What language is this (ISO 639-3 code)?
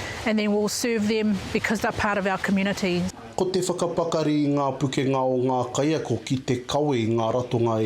mri